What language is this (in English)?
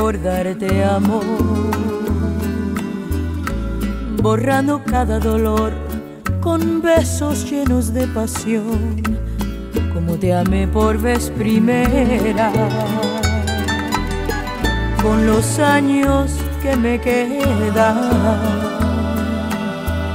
Spanish